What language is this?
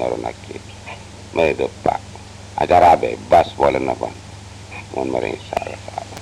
Madurese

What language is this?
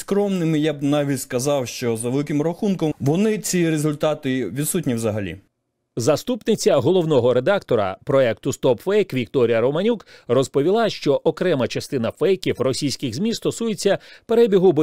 Ukrainian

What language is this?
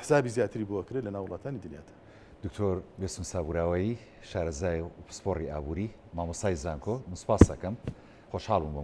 Central Kurdish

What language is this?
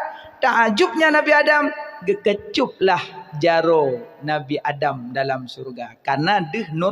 Achinese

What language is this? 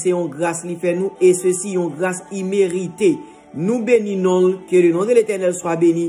Haitian Creole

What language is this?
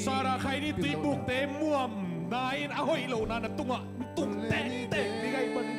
Tedim Chin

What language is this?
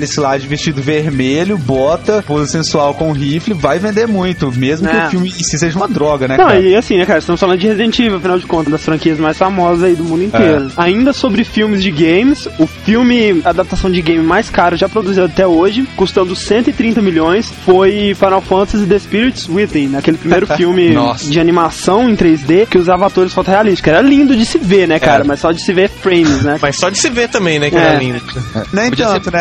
Portuguese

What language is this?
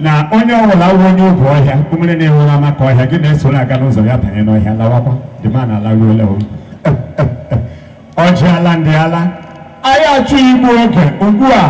Igbo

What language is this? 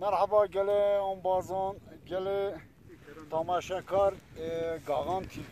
Zaza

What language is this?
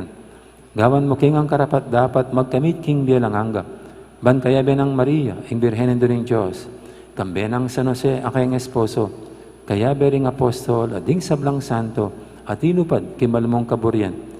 Pampanga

